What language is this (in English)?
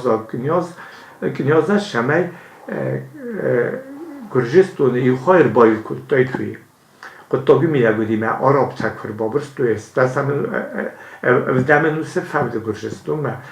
Ossetic